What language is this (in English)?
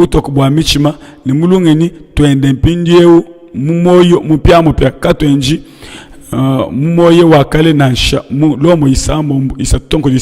Luba-Lulua